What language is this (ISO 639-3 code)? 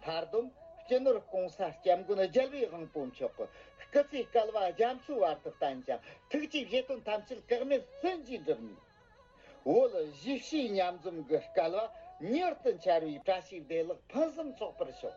bod